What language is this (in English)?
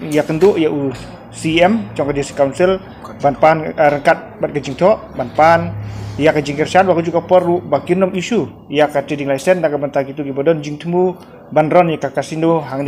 Khasi